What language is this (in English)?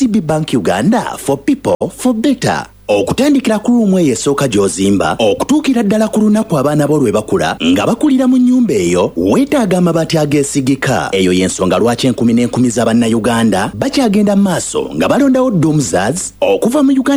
Ganda